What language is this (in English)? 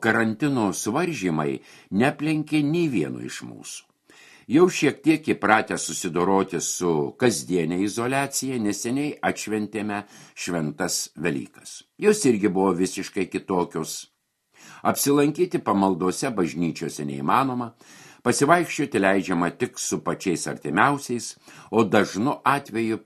Lithuanian